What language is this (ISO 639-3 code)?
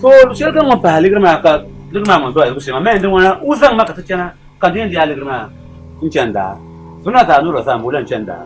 dag